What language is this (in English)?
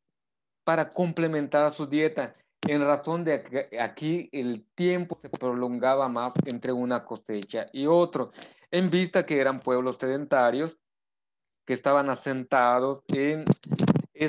Spanish